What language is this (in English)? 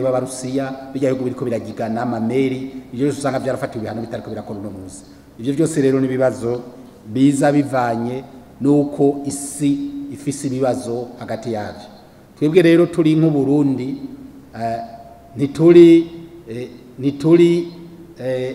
Rundi